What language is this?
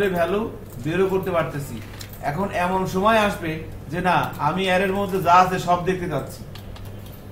Bangla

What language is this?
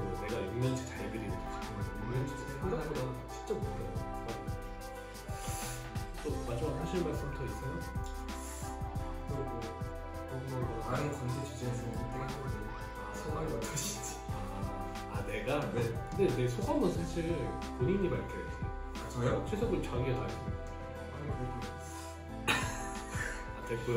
Korean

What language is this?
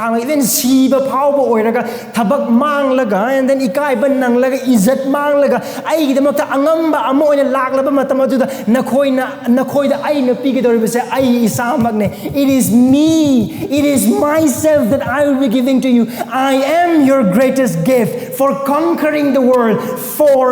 Manipuri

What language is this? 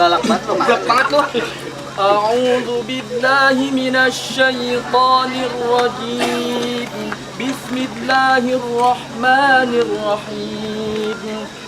Betawi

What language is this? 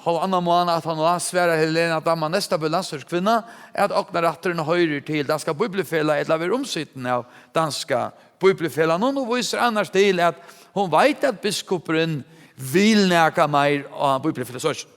Faroese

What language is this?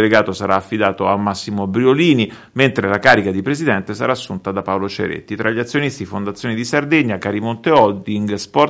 Italian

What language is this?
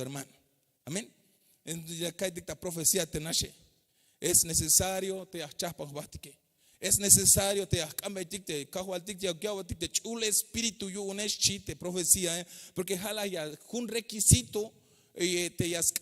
Tzeltal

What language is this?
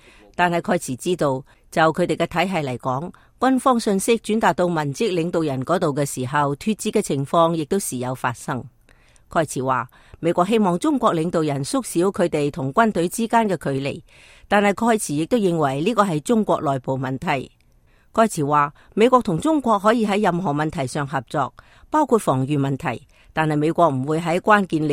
Cantonese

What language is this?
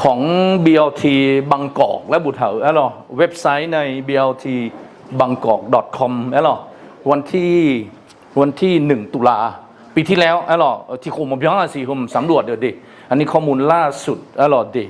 Akha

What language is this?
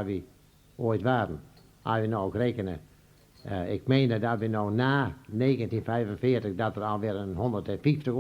Western Frisian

